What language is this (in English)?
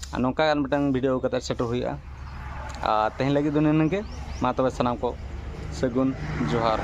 Santali